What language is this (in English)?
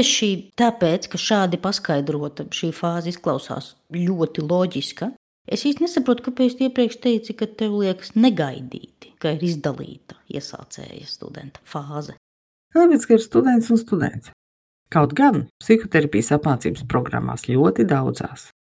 Latvian